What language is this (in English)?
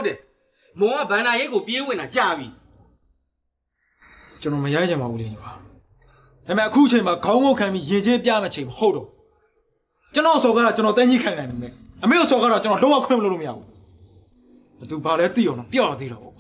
Burmese